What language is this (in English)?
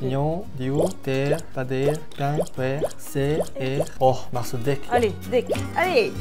Breton